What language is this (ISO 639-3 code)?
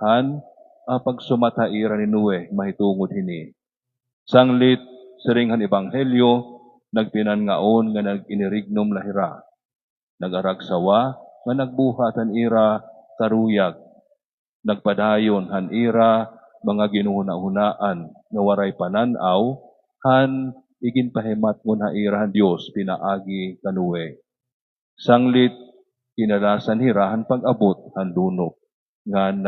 war